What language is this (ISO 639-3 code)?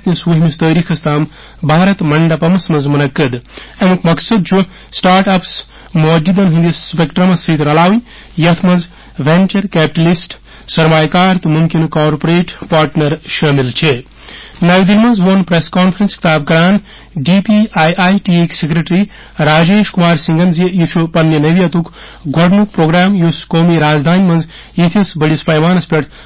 kas